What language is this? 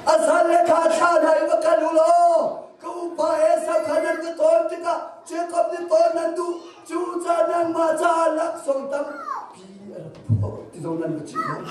Hakha Chin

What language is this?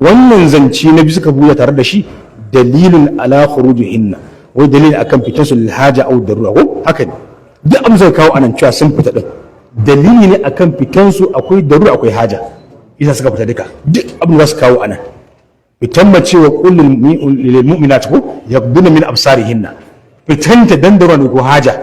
Hausa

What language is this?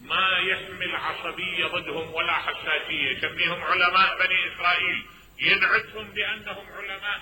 Mesopotamian Arabic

